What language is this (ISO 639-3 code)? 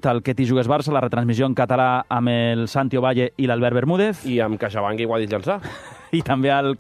cat